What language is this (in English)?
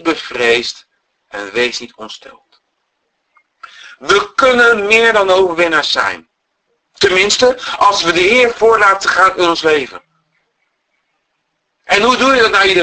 Dutch